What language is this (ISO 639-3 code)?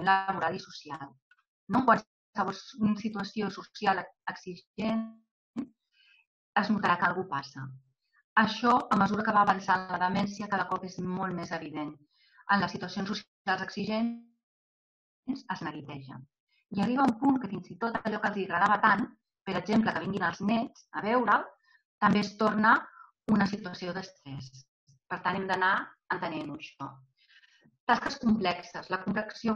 cat